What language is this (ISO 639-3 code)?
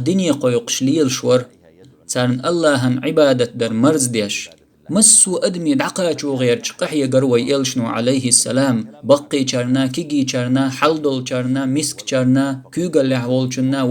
che